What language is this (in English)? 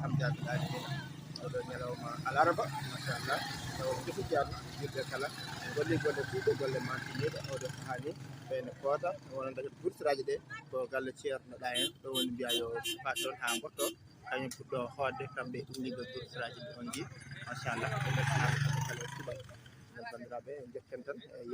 Fula